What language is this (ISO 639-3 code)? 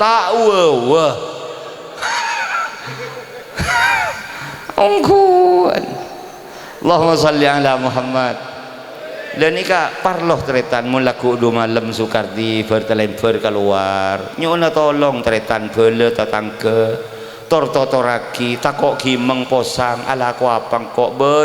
mad